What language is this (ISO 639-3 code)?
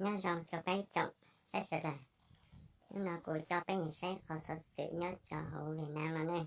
hmn